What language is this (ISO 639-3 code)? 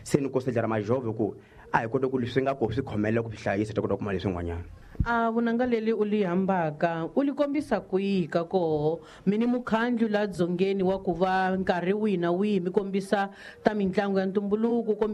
tso